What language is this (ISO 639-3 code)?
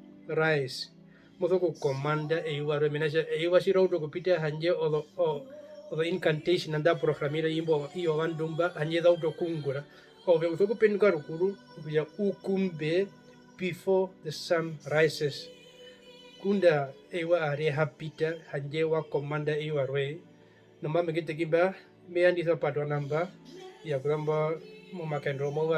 her